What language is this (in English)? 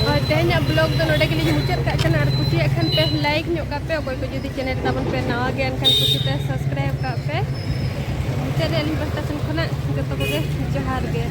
Santali